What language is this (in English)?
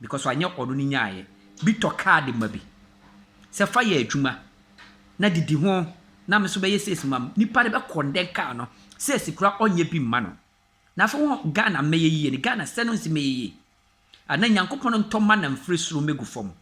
Akan